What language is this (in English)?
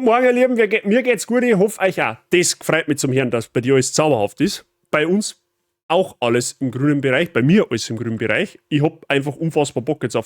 Bavarian